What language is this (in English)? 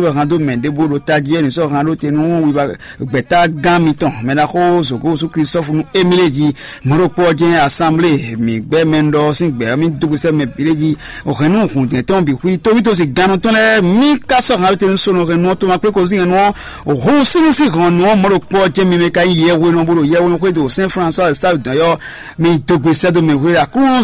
Fon